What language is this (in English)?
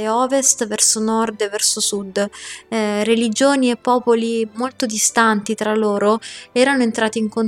Italian